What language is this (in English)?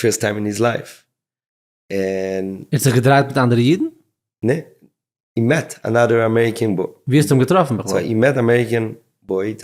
Yiddish